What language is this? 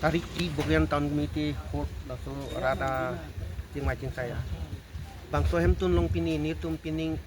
Karbi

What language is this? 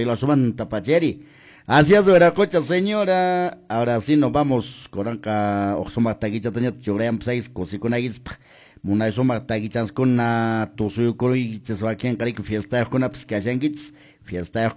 Quechua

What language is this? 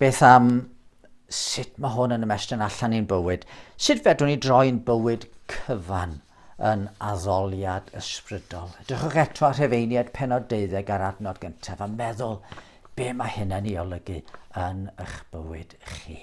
Welsh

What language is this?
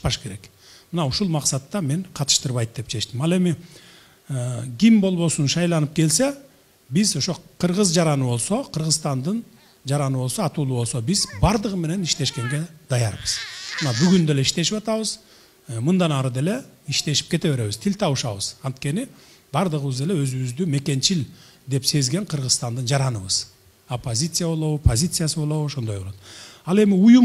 Kyrgyz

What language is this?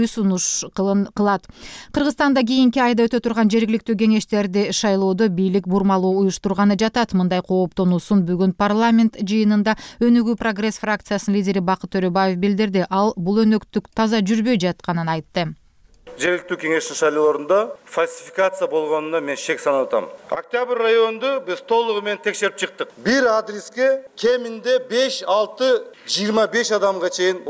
Kyrgyz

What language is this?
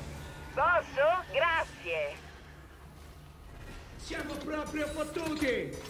Italian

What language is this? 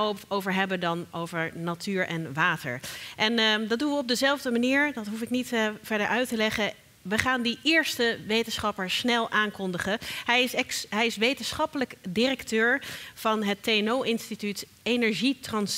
Dutch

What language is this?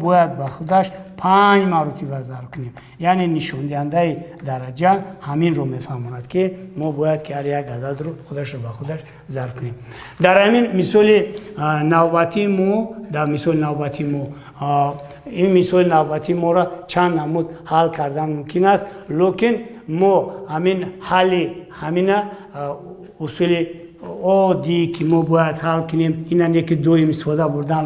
Tajik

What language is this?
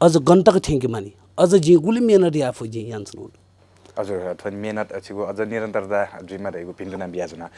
Newari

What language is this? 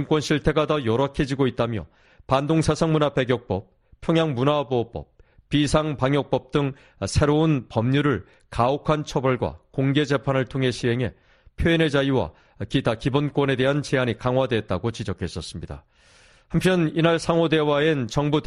Korean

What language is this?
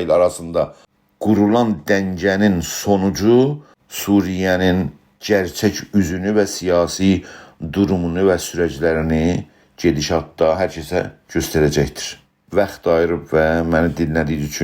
South Azerbaijani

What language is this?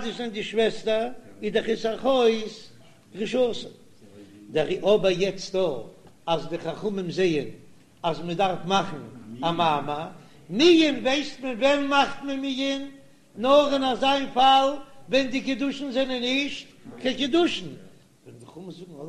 Yiddish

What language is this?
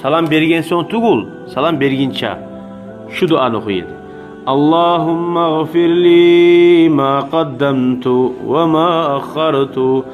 Kumyk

